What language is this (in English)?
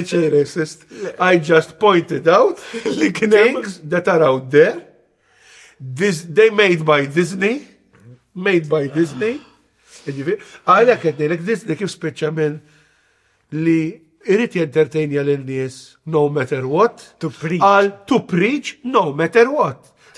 Maltese